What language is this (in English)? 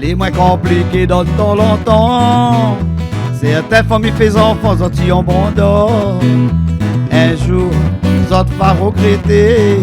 Réunion Creole French